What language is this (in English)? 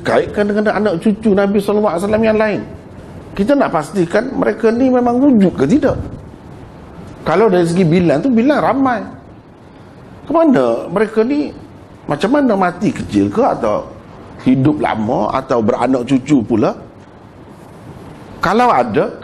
Malay